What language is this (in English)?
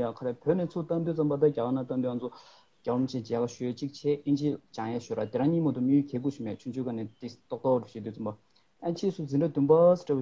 Tibetan